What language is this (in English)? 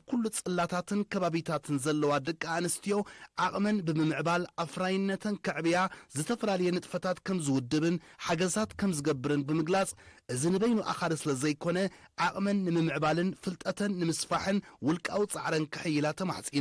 Tigrinya